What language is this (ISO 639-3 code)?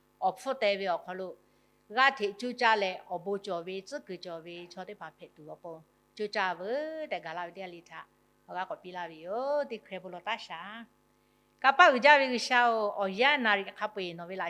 lhu